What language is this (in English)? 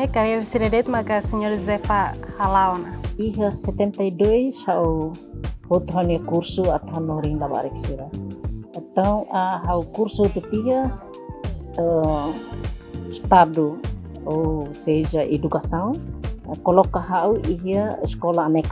Tetum